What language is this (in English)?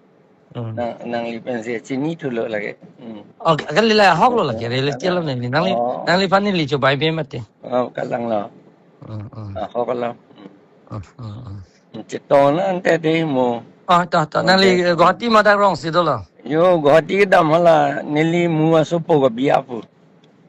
Karbi